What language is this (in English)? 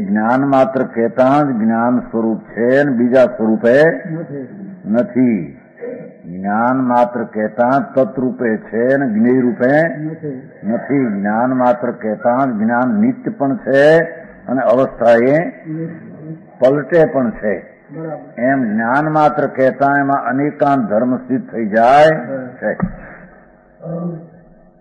Gujarati